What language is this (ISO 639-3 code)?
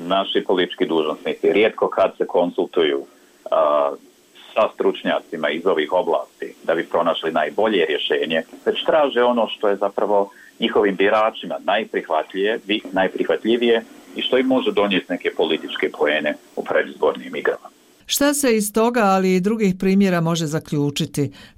bos